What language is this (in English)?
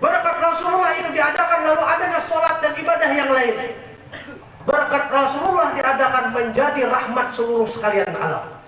Banjar